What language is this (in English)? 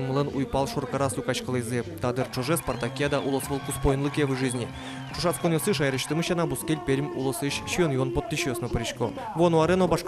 Udmurt